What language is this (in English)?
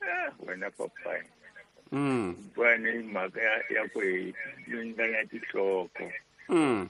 Tsonga